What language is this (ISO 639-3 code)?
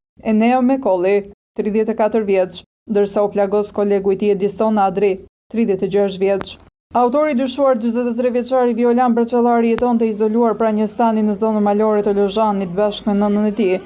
sqi